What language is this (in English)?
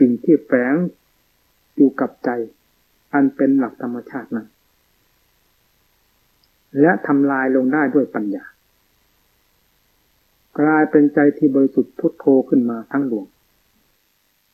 Thai